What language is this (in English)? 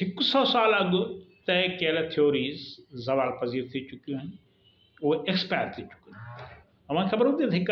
Sindhi